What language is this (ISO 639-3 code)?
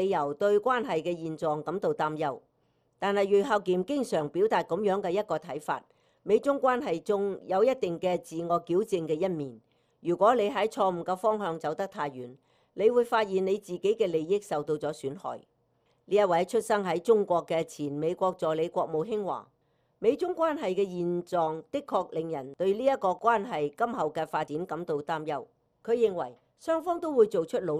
yue